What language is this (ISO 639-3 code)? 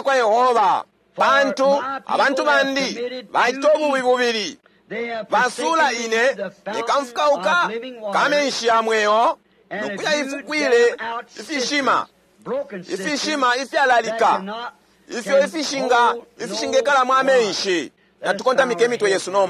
bem